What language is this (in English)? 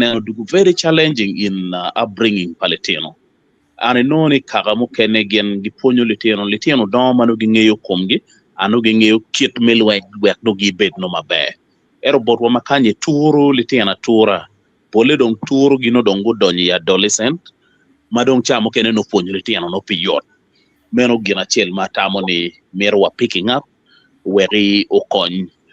Acoli